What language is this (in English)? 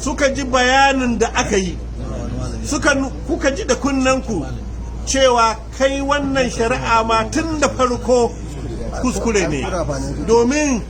Hausa